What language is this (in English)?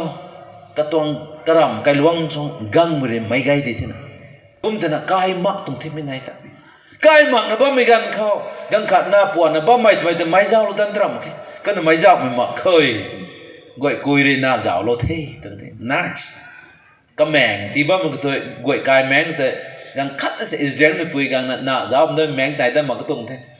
Rongmei Naga